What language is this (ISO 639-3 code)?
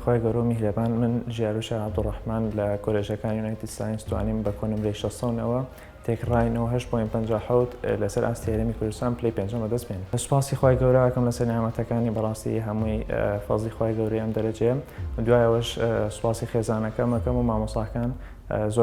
ckb